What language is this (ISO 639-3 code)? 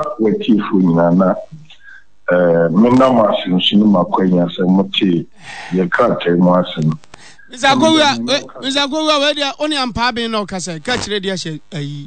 aka